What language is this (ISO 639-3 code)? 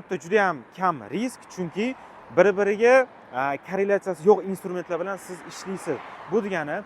uzb